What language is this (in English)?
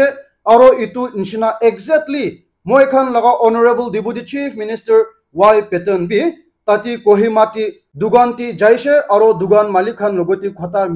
Naga Pidgin